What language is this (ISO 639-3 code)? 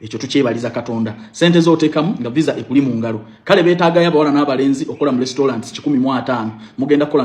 lug